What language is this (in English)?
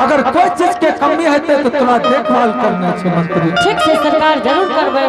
Angika